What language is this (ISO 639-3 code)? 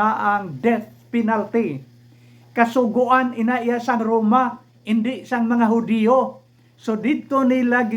hil